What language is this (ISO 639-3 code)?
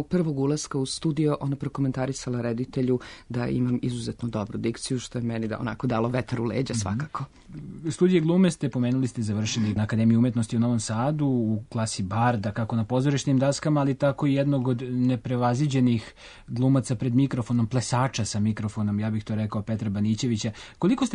srp